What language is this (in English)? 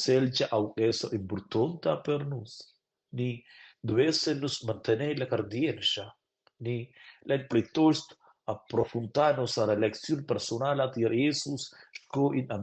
Romansh